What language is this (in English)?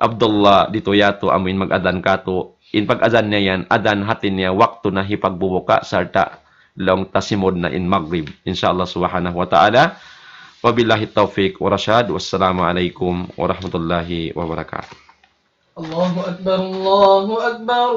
Tausug